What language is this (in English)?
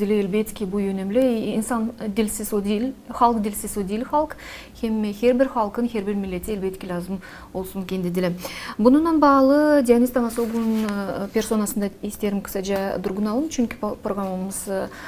Gagauz